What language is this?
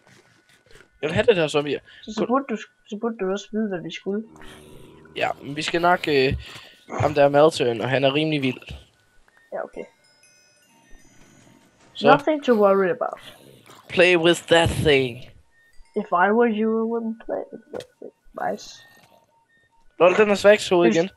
Danish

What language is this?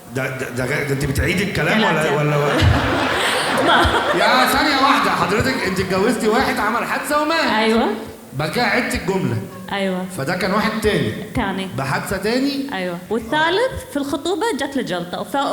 Egyptian Arabic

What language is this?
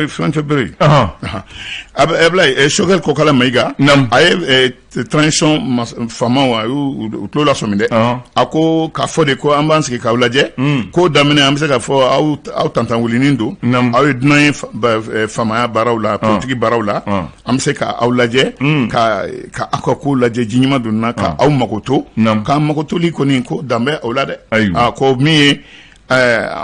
Bambara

